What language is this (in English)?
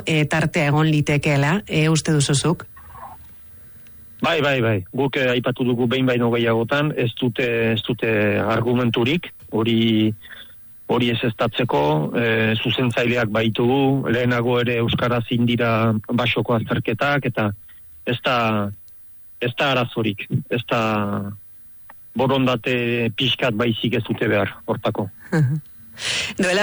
Basque